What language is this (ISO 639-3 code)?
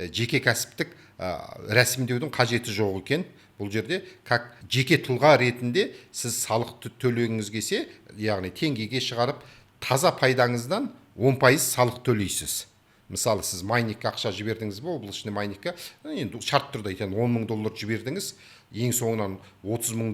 kaz